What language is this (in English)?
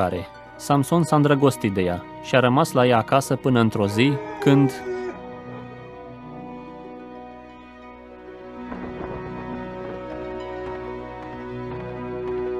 Romanian